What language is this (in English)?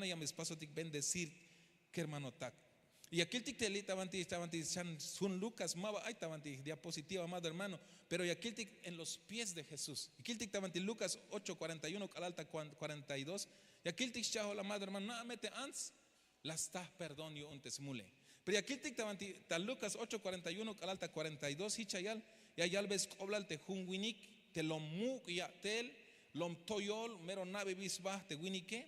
Tzeltal